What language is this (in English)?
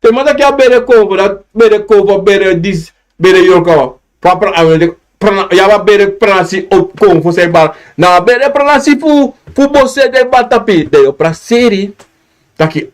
Sranan Tongo